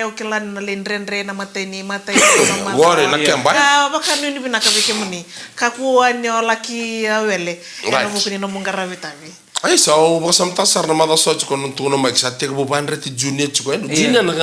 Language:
Fijian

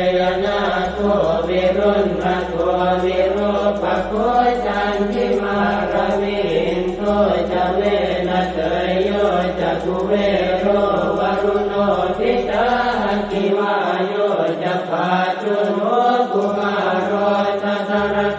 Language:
Pali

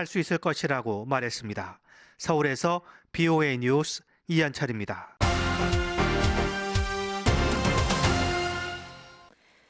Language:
Korean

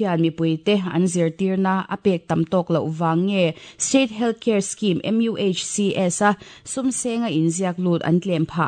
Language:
Mizo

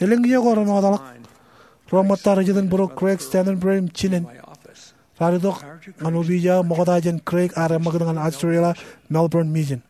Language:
Marshallese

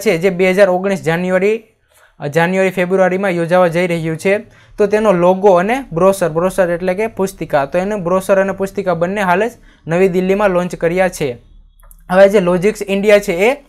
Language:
Gujarati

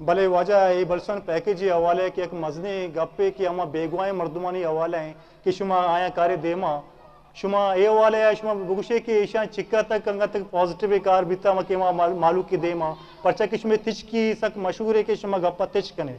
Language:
Eastern Balochi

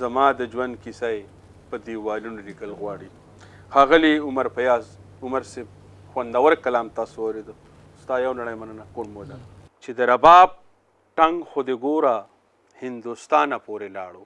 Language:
Pashto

